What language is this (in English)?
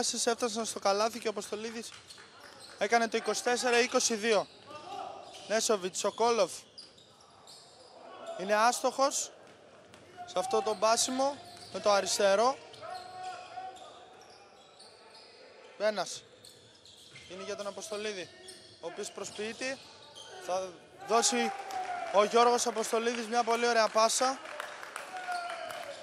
Greek